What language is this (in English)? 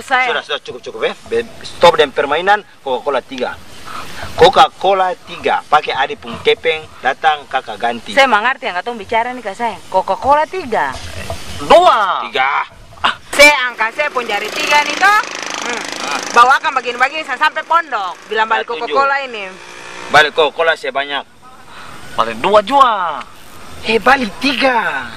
Ambonese Malay